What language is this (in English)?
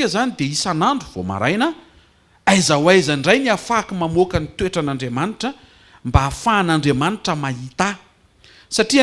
Malagasy